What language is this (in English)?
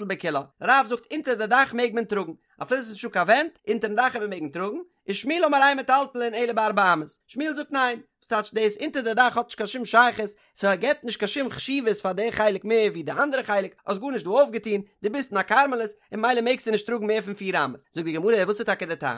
Yiddish